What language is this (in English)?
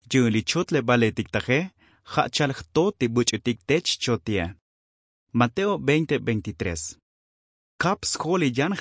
Tzotzil